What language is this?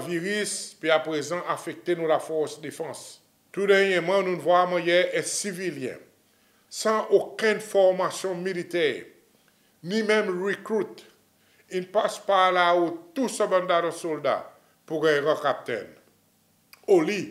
Seselwa Creole French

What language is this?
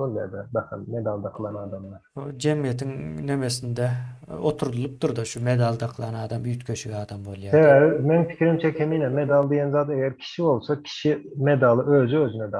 Turkmen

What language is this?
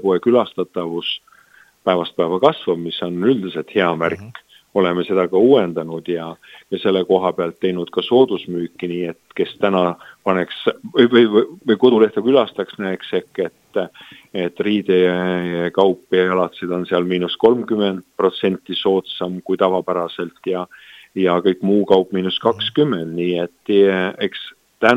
Estonian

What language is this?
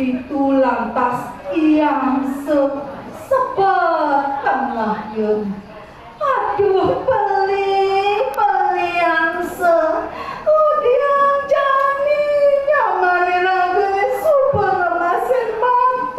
Balinese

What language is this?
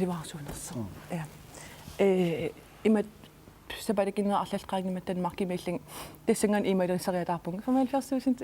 Kalaallisut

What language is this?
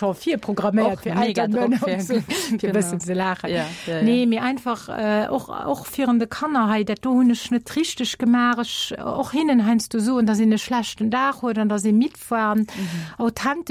Luxembourgish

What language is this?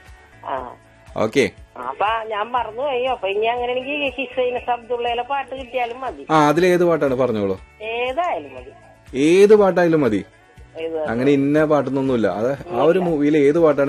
Malayalam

